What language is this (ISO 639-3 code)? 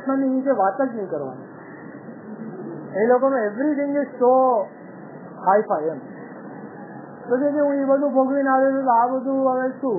guj